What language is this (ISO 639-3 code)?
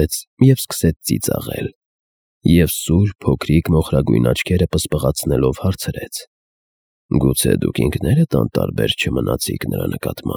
hye